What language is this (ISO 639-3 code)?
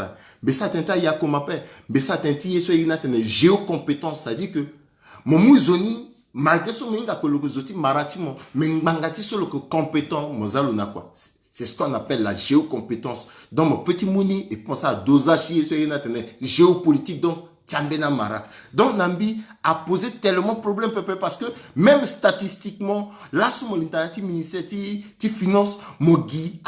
sag